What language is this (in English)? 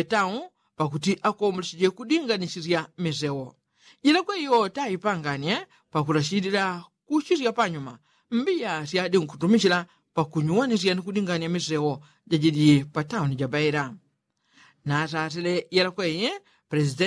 Yao